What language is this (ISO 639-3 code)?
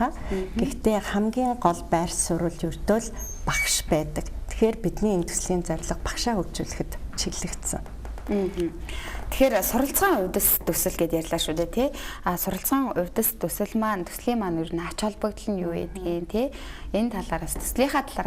mon